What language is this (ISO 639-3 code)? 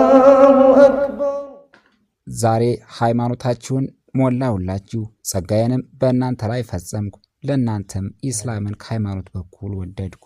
amh